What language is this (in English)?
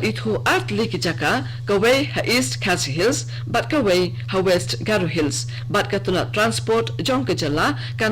Khasi